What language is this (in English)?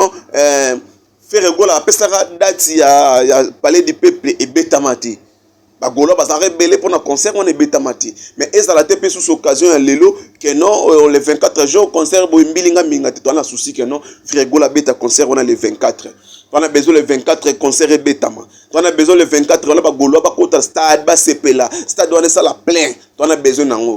Lingala